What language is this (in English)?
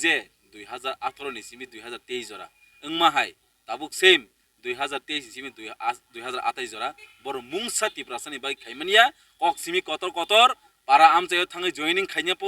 Kok Borok